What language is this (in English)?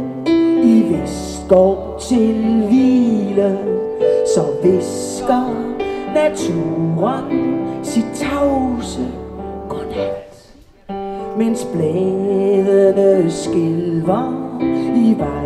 Danish